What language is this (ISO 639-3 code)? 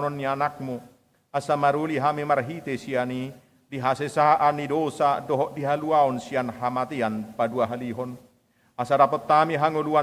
bbc